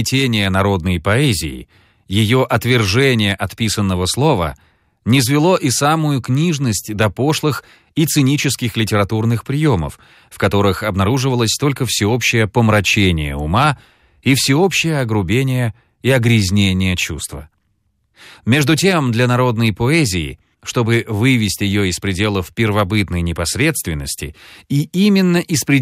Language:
Russian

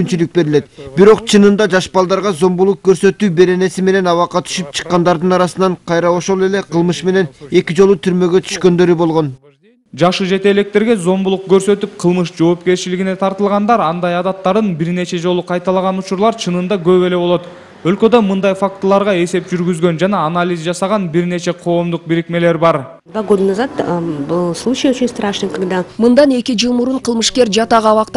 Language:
Kyrgyz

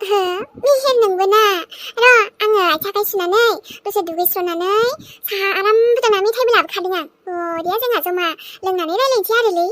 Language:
Bodo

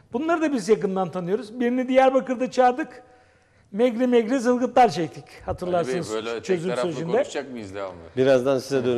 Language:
Turkish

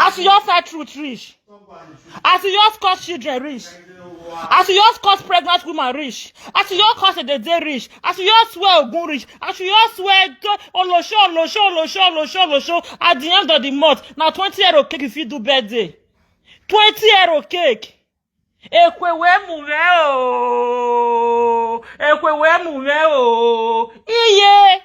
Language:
Nigerian Pidgin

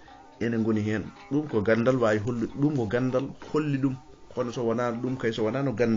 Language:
Fula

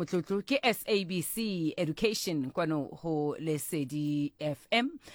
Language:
Southern Sotho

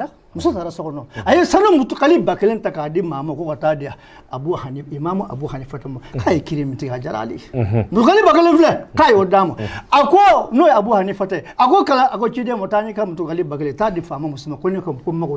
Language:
Bambara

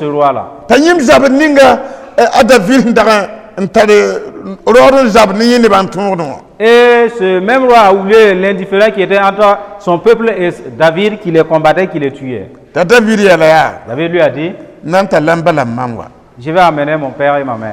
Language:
Mossi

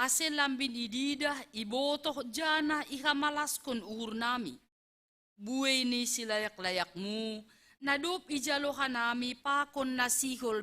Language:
Batak Simalungun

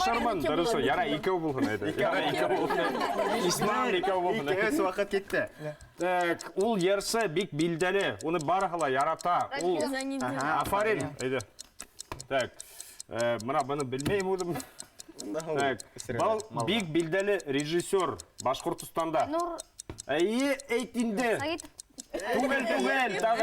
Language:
Bashkir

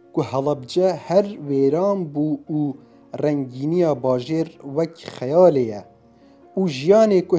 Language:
Kurdish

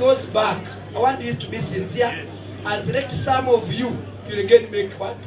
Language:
Nyankole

